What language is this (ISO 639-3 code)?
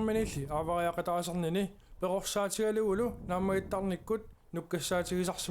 kal